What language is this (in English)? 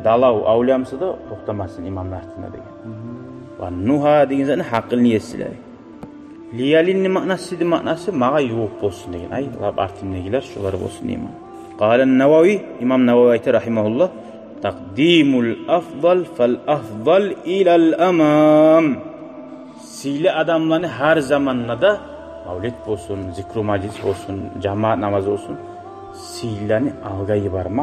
Kumyk